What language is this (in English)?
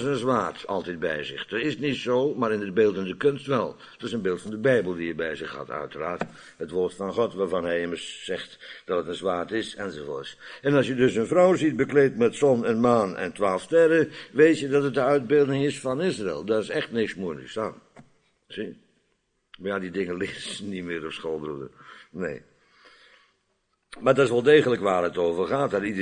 Dutch